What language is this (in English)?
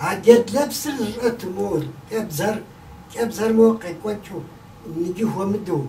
Kabardian